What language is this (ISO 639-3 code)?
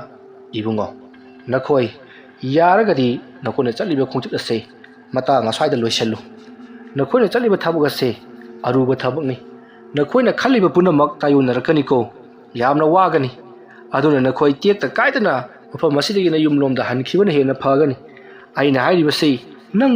mni